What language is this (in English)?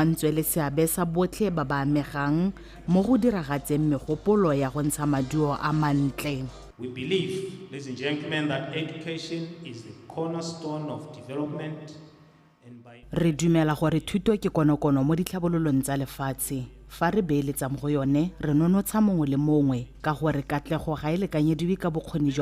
Tswana